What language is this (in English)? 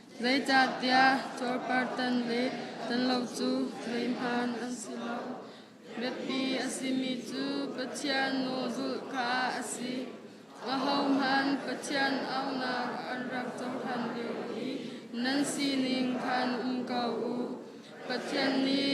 Hakha Chin